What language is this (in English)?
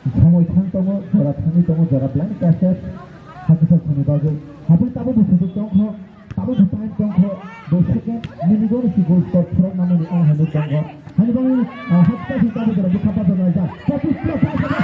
Kok Borok